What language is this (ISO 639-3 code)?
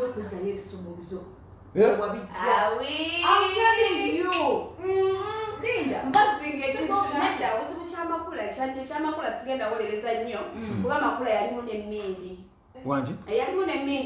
lug